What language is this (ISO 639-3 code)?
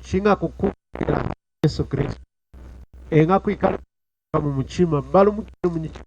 lun